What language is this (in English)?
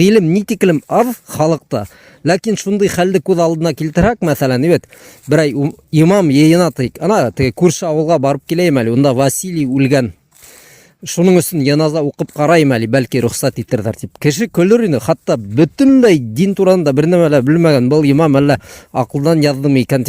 Bashkir